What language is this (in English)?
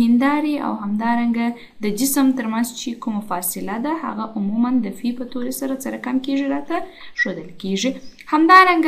Pashto